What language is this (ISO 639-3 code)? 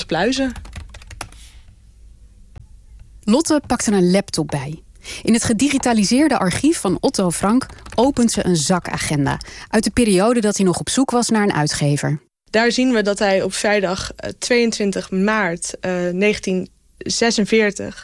nld